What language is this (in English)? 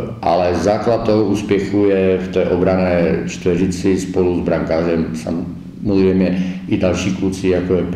Czech